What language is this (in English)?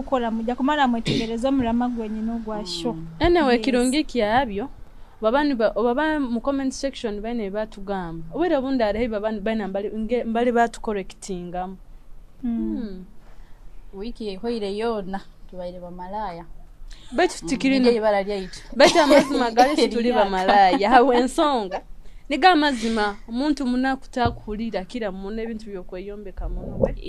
Nyoro